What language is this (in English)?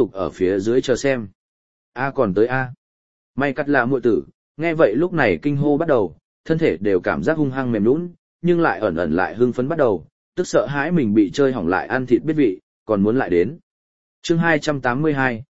Vietnamese